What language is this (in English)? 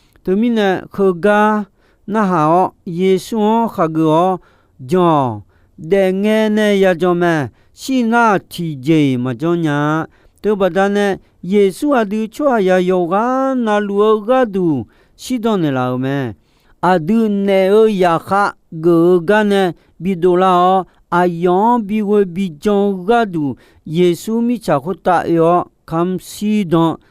Akha